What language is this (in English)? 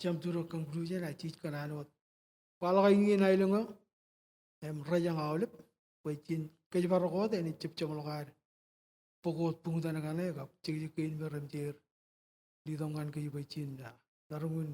Marshallese